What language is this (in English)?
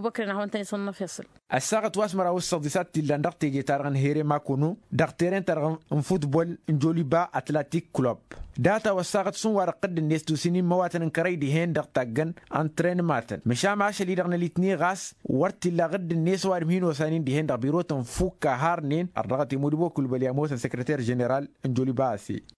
Tamasheq